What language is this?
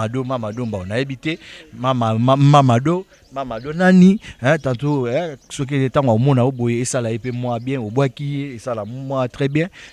Lingala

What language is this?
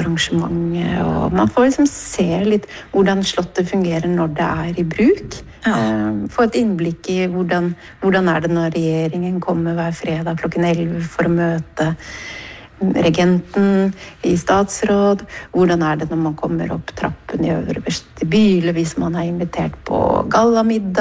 Norwegian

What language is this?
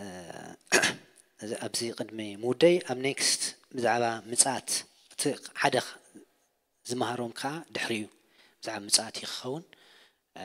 Tigrinya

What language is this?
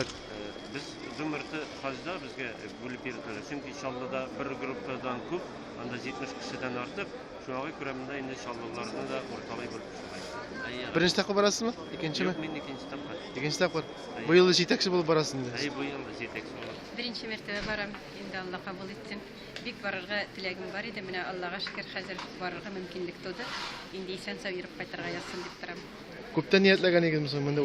Tatar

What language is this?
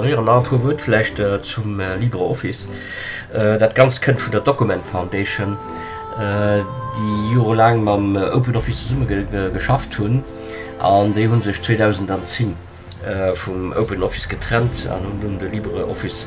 Luxembourgish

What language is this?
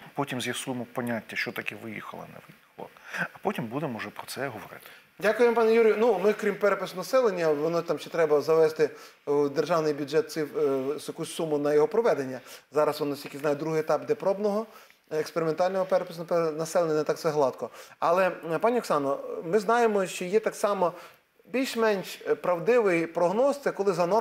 Ukrainian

